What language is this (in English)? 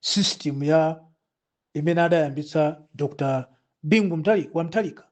Nyanja